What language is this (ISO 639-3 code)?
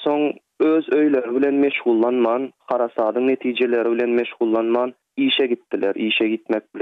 tuk